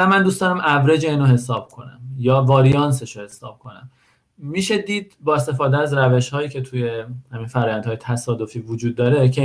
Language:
Persian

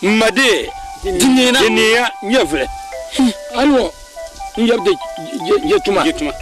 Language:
Dagbani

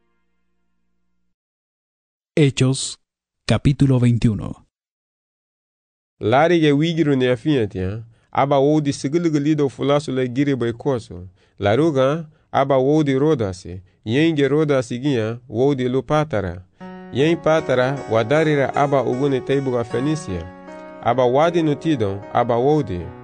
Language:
Garifuna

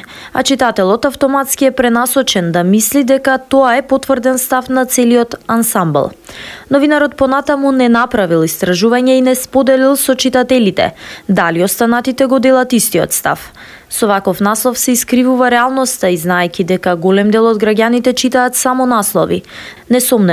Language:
Macedonian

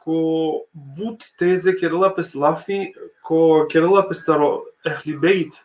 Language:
Balkan Romani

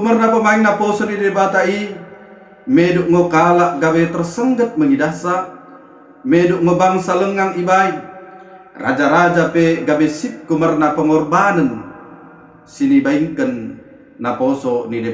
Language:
Batak Dairi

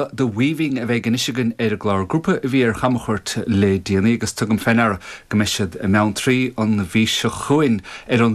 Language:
Irish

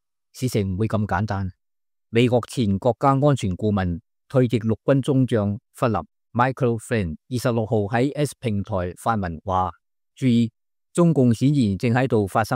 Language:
Cantonese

